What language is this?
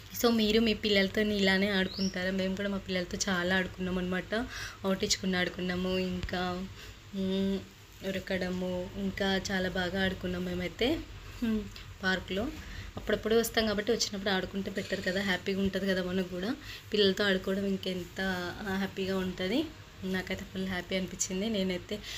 Telugu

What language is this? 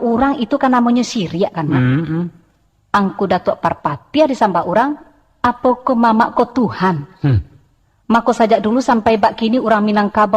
Minangkabau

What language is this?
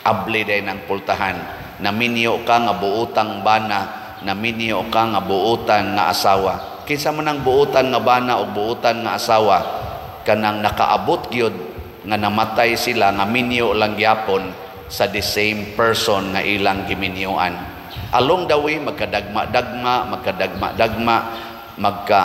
Cebuano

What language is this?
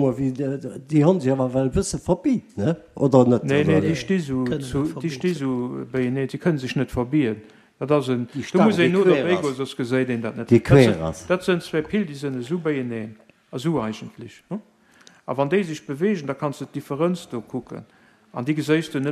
Luxembourgish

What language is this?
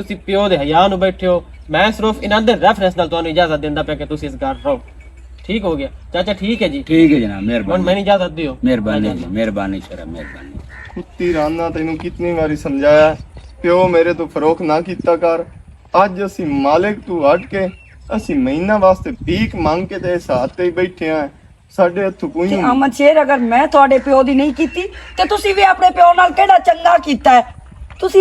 Western Panjabi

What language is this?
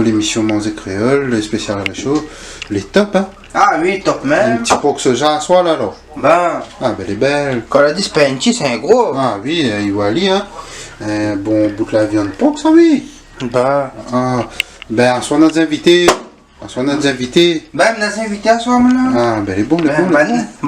Réunion Creole French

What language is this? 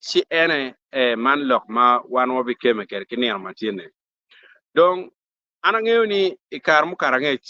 Acoli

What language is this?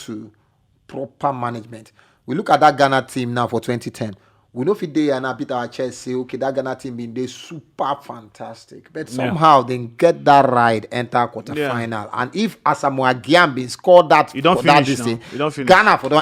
Nigerian Pidgin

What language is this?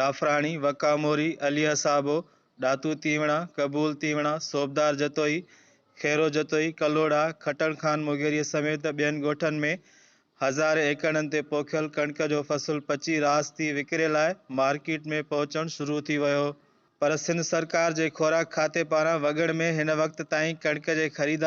Sindhi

